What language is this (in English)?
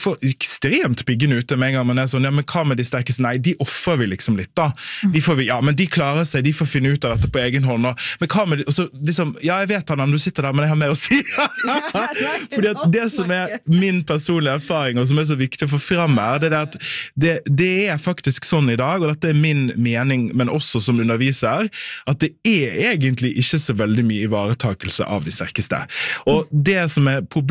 Norwegian